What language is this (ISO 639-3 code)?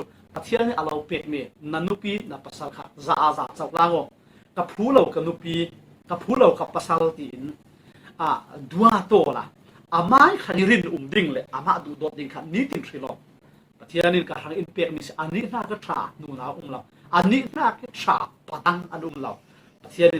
cfm